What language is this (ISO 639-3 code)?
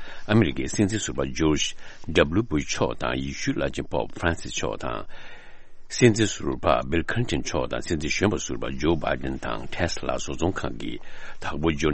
bod